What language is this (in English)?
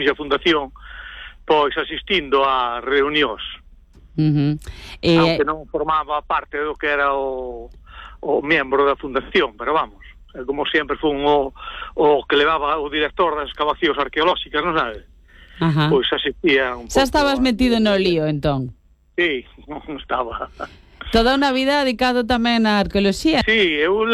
Galician